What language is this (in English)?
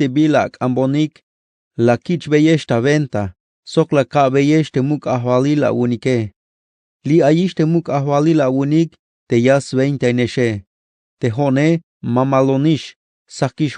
Tzeltal